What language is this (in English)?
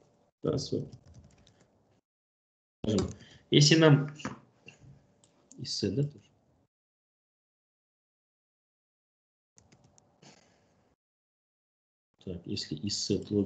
Russian